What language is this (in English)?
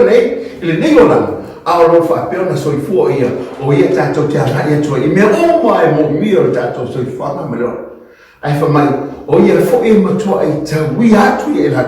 Samoan